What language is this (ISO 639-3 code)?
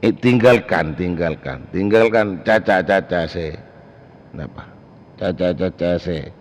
mad